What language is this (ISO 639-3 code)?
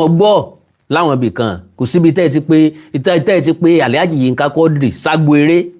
yor